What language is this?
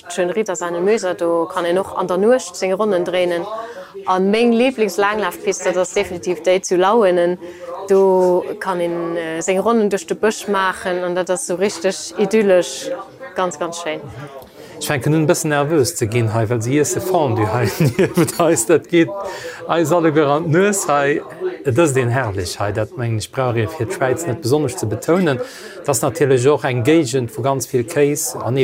Luxembourgish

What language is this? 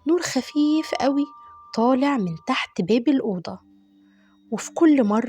Egyptian Arabic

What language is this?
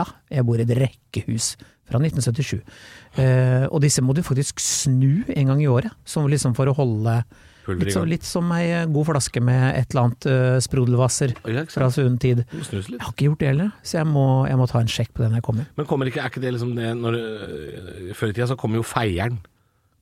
Norwegian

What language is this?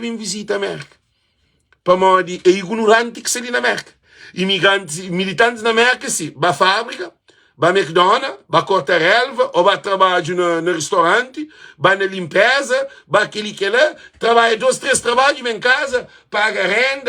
Kabuverdianu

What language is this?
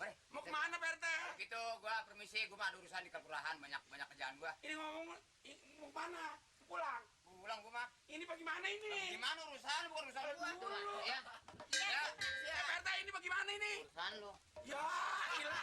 Betawi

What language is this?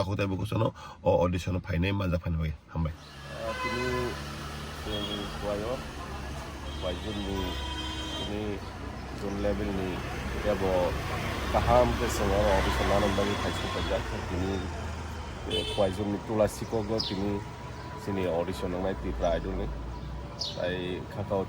Kok Borok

